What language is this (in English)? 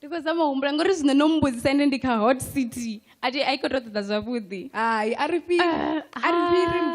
Venda